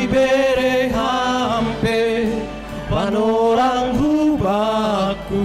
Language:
Batak Simalungun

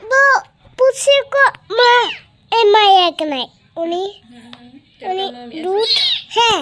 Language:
Santali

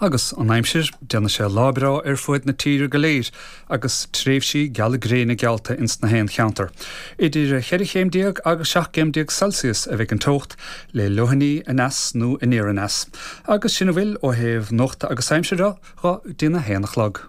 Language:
Irish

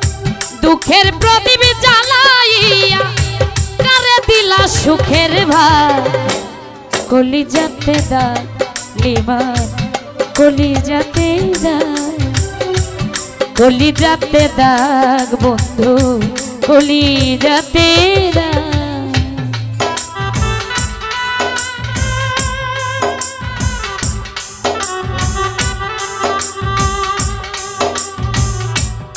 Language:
Bangla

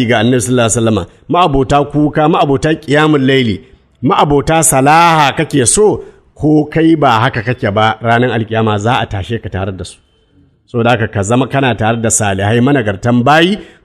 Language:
Hausa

